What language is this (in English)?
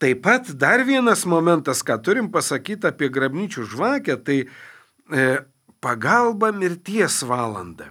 Lithuanian